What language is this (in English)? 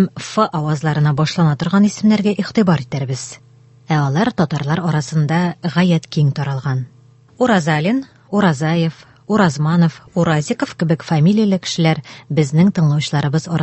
Tatar